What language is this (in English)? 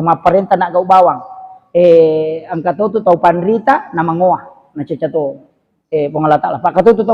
Buginese